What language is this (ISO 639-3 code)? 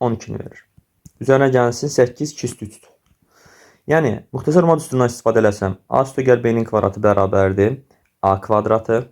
aze